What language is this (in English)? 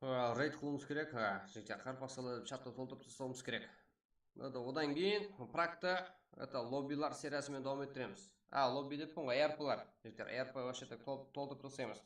Kara-Kalpak